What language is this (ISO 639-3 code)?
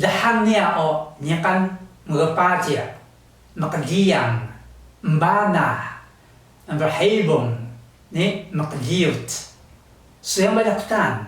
trv